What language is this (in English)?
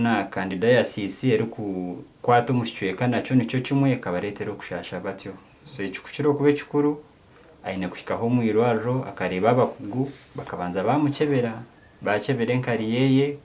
Nyankole